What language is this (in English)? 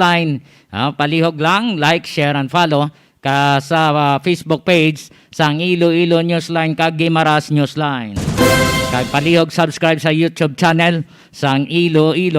Hiligaynon